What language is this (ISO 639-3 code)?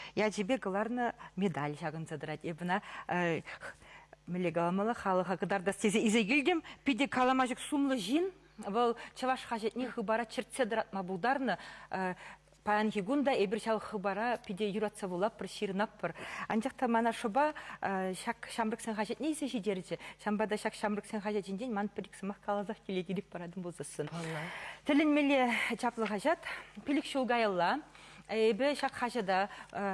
chv